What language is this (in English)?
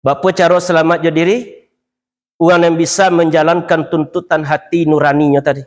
Minangkabau